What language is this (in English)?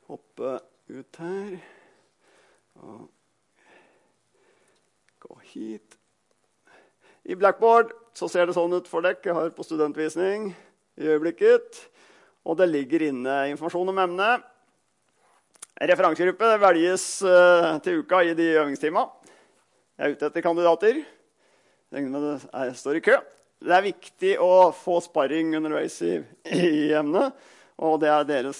Norwegian